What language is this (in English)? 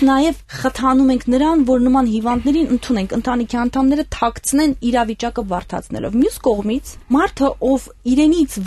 Armenian